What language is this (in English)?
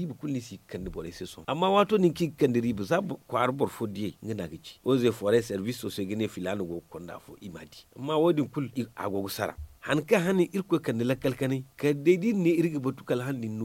Zarma